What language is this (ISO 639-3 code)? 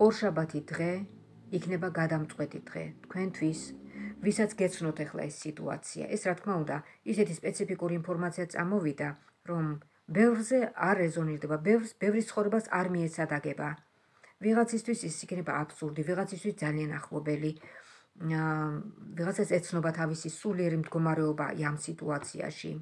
kat